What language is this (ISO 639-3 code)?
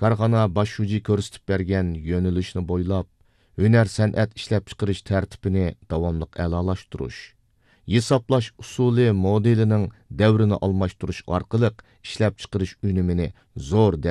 uig